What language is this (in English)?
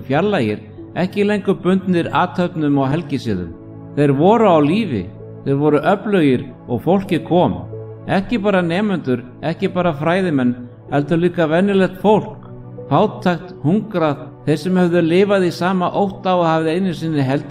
Icelandic